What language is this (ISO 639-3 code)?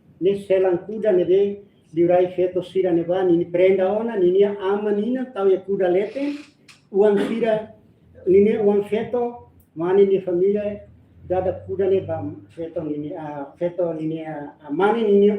tet